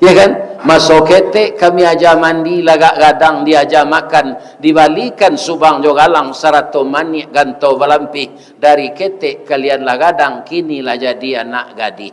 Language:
Minangkabau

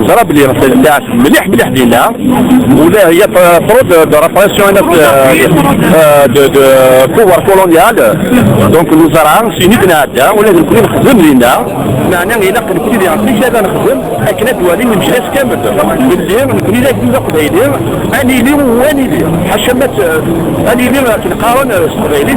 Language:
Kabyle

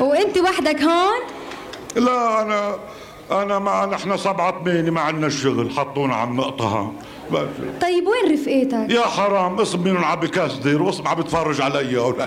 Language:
North Levantine Arabic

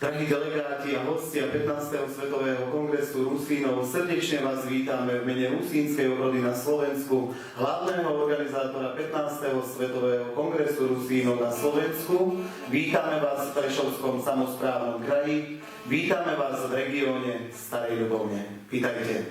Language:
Rusyn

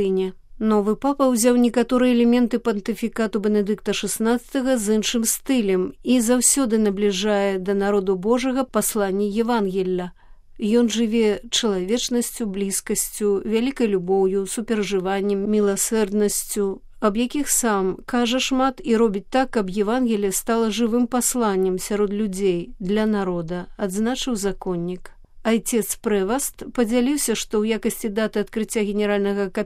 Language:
Belarusian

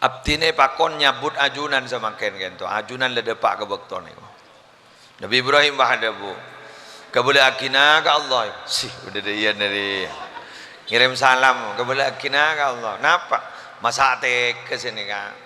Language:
Madurese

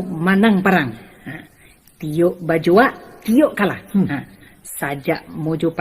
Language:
Minangkabau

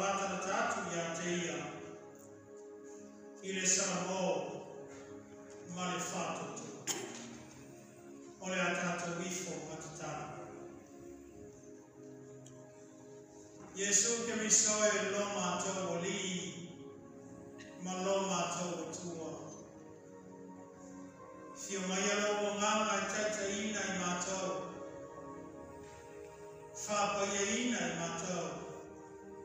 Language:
Samoan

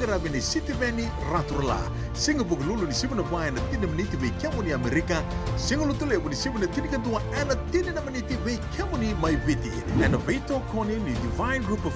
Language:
Fijian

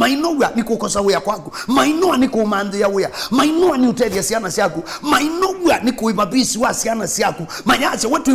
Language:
Kamba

